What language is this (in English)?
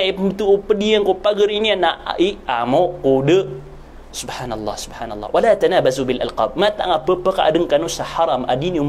Maranao